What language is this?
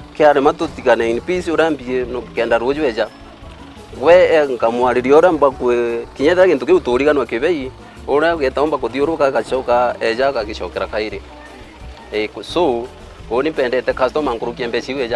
Meru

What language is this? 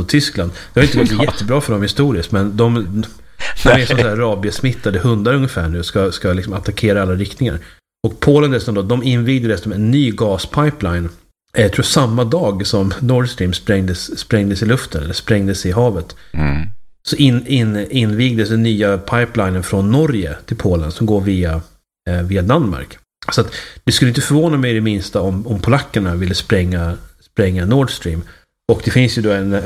Swedish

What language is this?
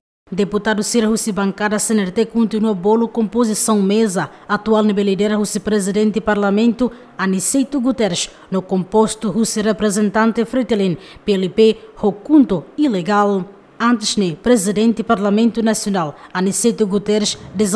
Tetum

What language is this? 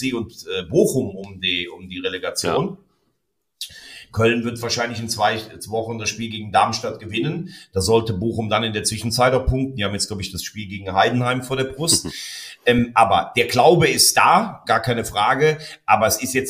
German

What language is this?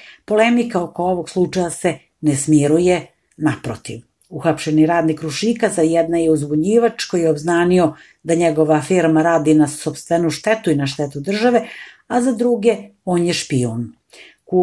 Serbian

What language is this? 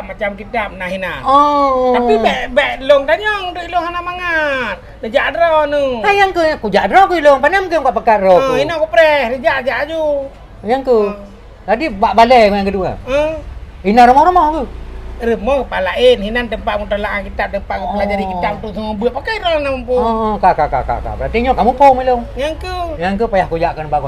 Achinese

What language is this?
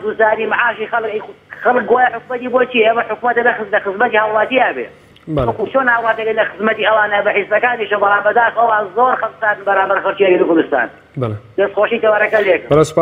Central Kurdish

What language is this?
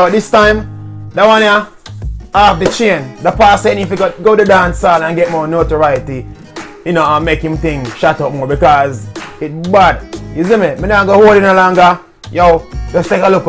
Jamaican Creole English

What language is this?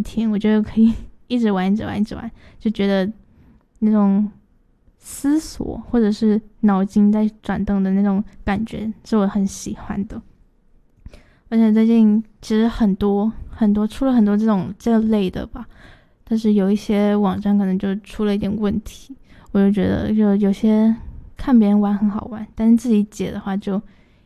Chinese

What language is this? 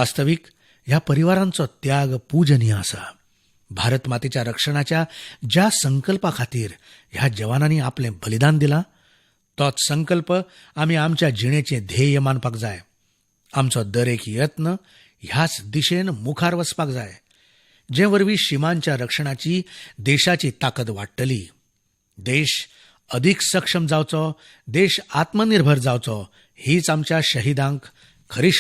Konkani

